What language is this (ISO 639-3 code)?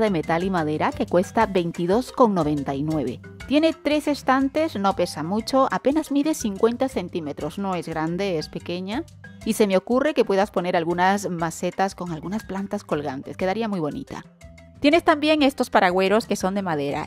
spa